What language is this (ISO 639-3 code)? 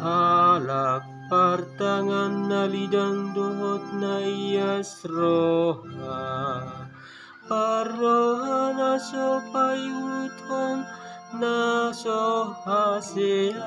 bbc